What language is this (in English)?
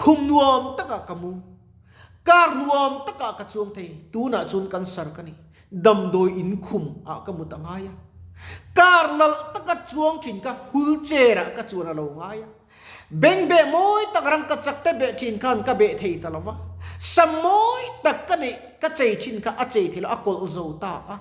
Mizo